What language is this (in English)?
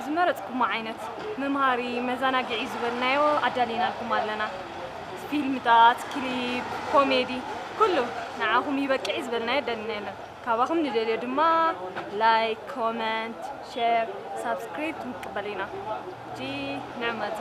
Tigrinya